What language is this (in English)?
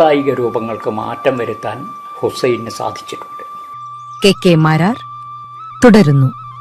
Malayalam